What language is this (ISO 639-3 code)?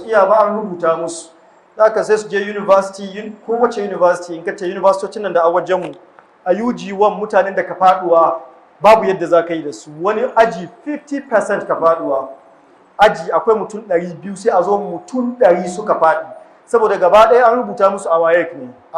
hau